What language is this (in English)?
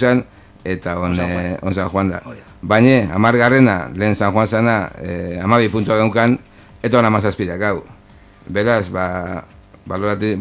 Basque